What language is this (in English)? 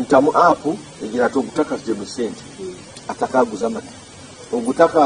Nyankole